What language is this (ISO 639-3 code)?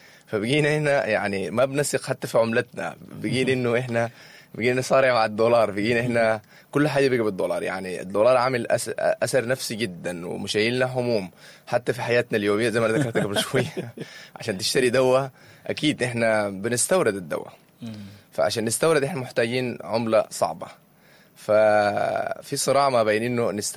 apd